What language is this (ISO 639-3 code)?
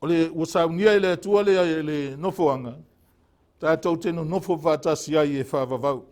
smo